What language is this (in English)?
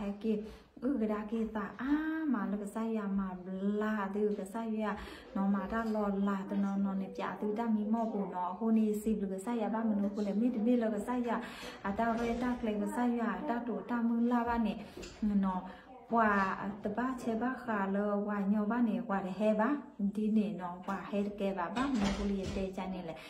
S'gaw Karen